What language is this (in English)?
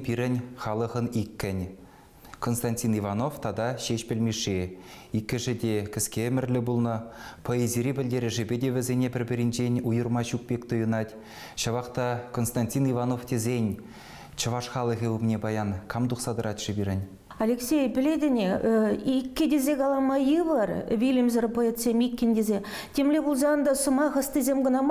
Chuvash